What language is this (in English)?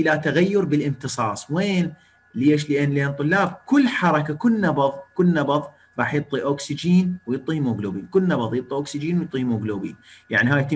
Mesopotamian Arabic